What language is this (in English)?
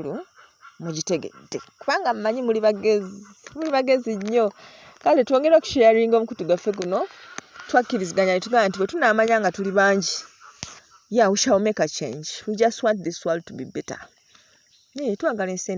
Ganda